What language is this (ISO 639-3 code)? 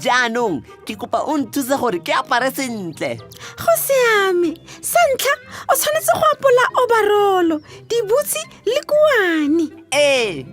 tsn